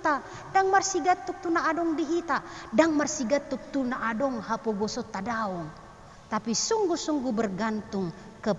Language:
Batak Toba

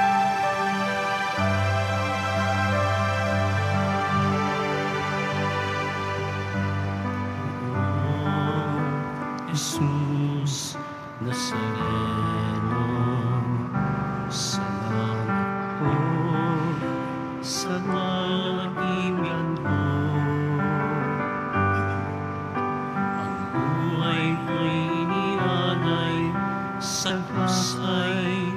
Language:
Filipino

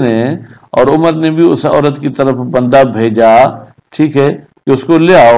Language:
Urdu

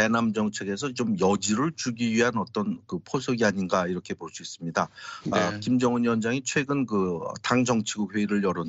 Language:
Korean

